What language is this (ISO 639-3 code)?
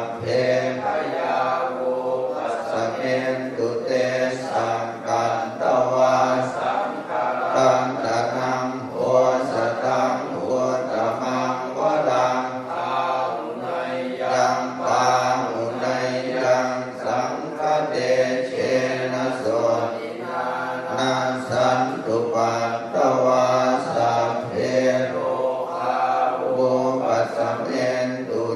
pli